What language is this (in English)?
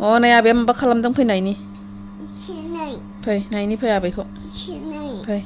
Bodo